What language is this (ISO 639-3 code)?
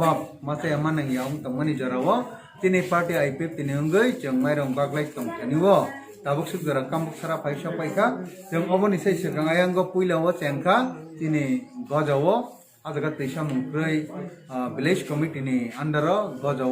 trp